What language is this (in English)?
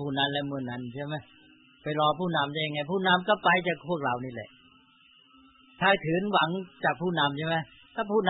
Thai